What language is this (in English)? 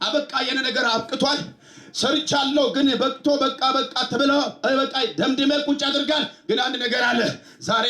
Amharic